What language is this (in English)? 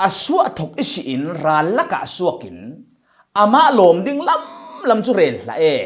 Falam Chin